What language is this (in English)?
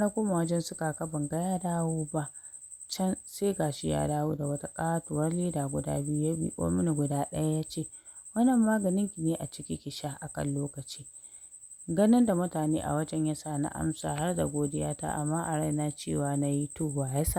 Hausa